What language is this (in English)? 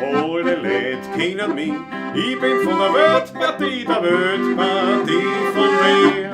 Bavarian